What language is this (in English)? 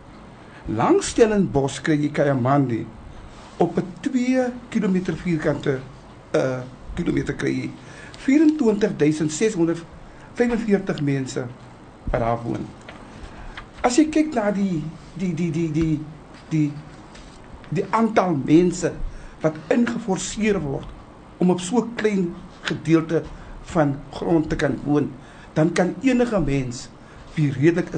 Afrikaans